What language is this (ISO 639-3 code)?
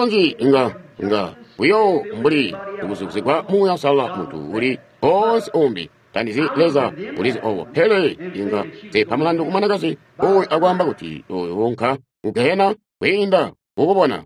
toi